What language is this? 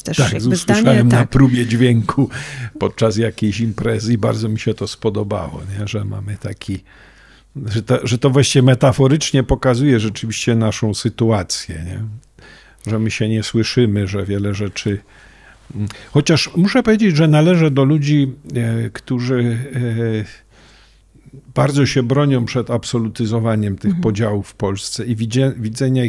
Polish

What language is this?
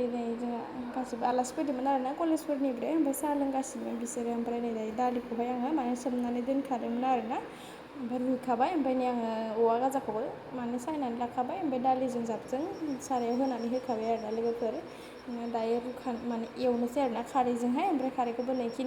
Bodo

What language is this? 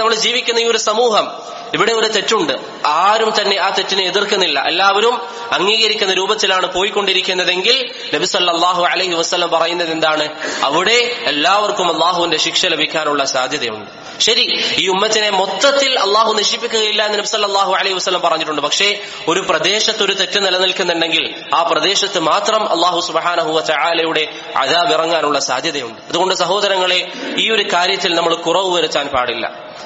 Malayalam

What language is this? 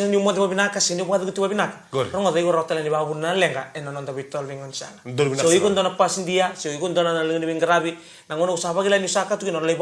Fijian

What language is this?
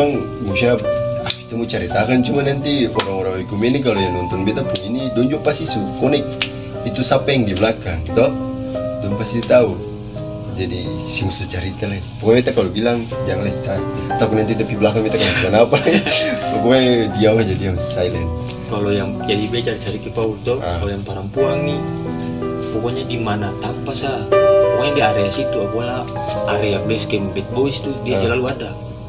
Ambonese Malay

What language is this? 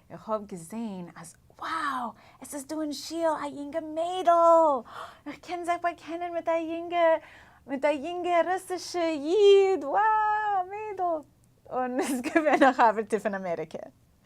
Yiddish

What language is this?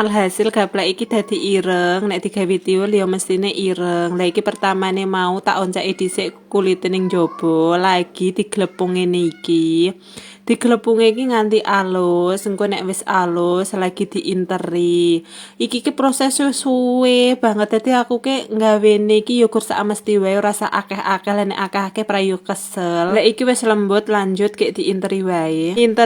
Javanese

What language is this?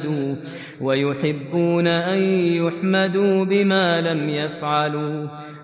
Kashmiri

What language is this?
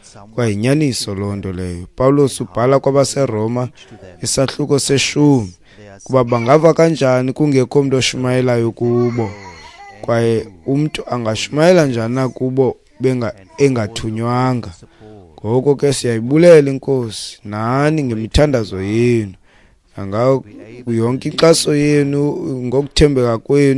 Xhosa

